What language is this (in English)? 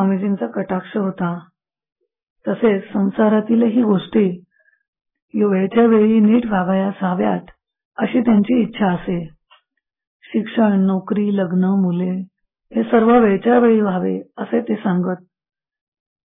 Marathi